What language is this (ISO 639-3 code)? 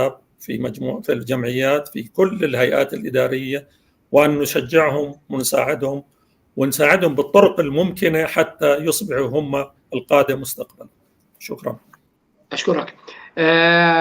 apc